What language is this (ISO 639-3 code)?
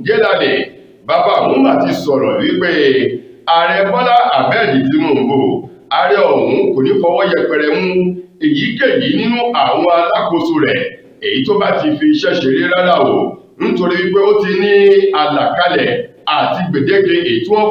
yor